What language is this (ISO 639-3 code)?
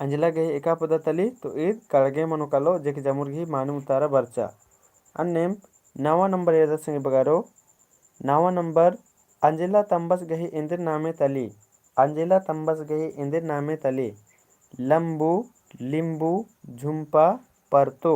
kru